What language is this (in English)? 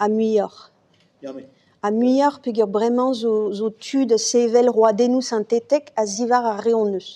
Breton